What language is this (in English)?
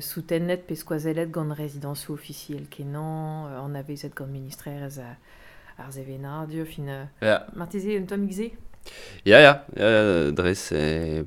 Breton